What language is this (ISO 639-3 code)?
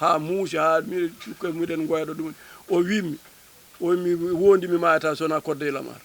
ful